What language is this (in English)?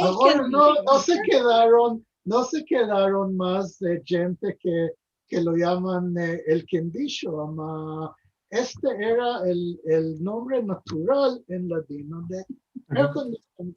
Ladino